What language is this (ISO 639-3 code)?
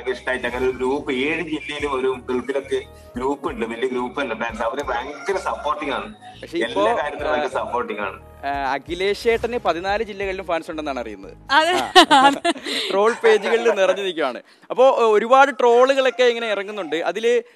mal